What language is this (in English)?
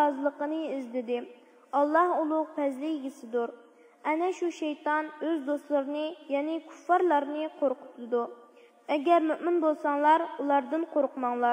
Uyghur